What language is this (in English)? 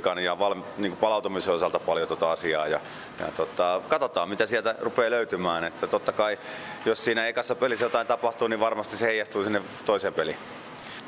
Finnish